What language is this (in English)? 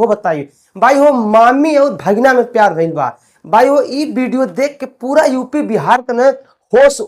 Bhojpuri